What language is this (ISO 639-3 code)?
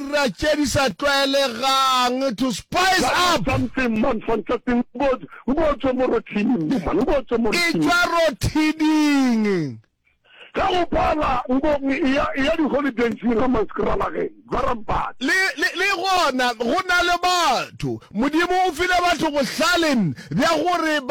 nso